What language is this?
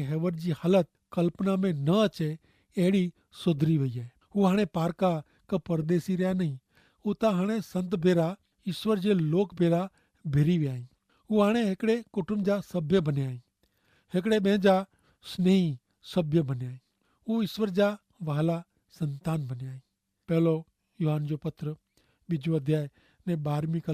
Kachhi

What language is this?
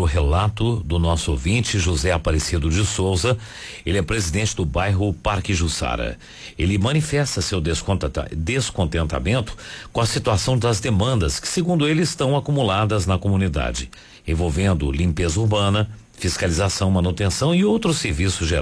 Portuguese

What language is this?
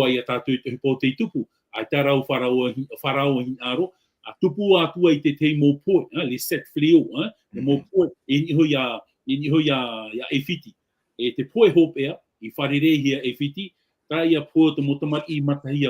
Tahitian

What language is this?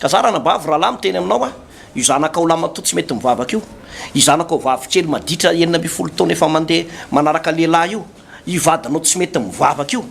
Malagasy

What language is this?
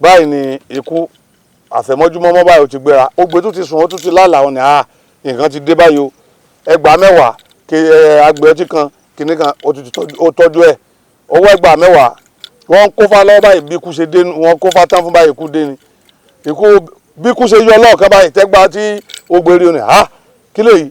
Yoruba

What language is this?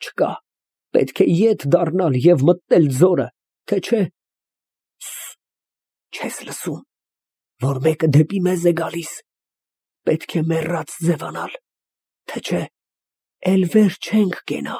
Armenian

